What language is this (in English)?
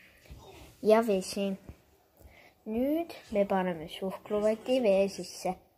Estonian